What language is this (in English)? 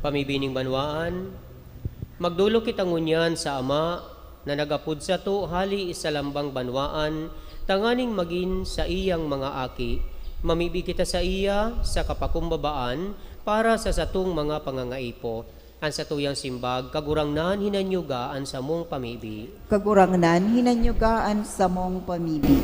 Bikol